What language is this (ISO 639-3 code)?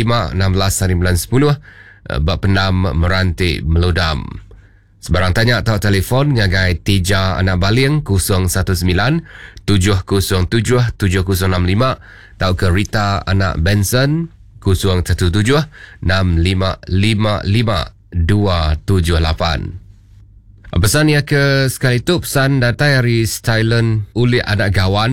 iba